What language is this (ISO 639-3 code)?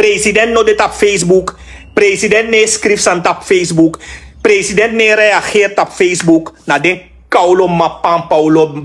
srn